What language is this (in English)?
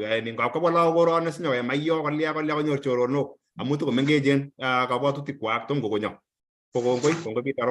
Kalenjin